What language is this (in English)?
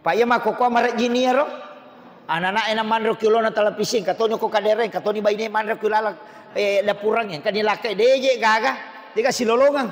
Buginese